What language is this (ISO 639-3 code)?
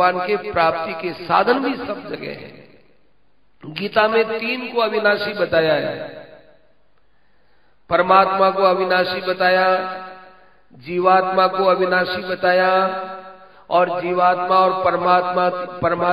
hin